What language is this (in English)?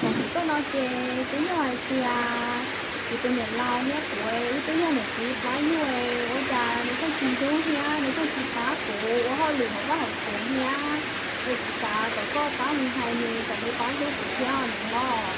Hmong